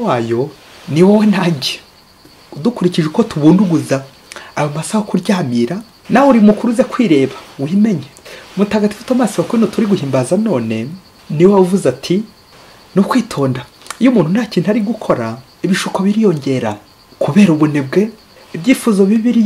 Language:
Kinyarwanda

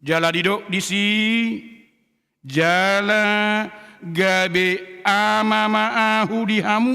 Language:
Batak Toba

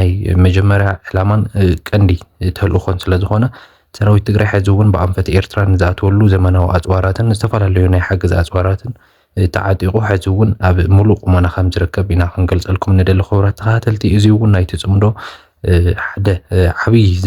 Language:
Tigrinya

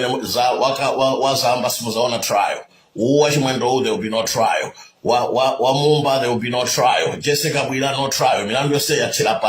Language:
Nyanja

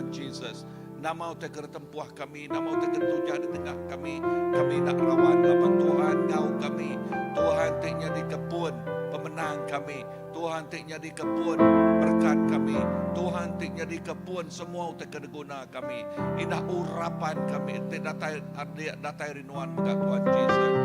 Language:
Iban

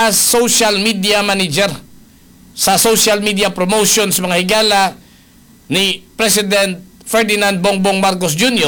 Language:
Cebuano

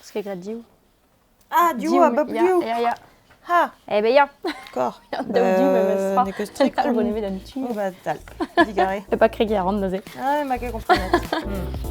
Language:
Breton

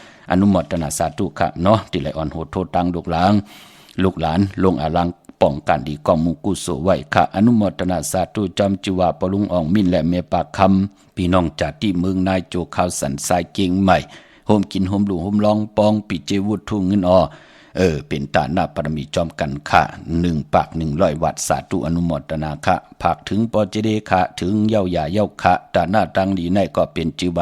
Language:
Shan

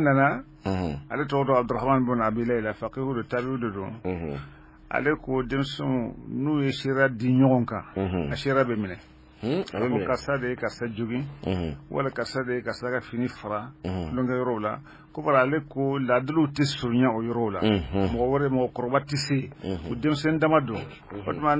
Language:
Bambara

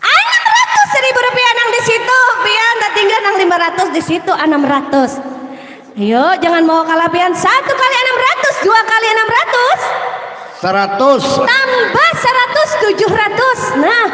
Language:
Banjar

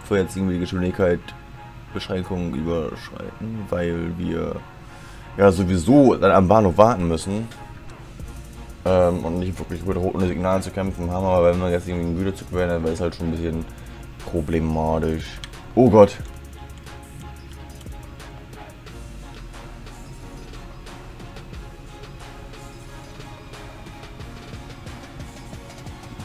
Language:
German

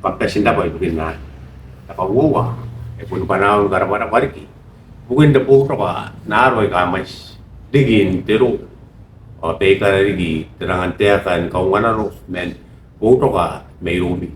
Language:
Gilbertese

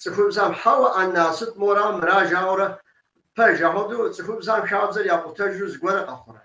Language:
Kabardian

